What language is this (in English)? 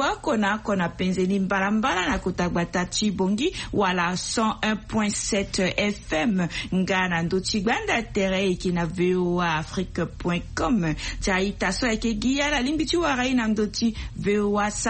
Sango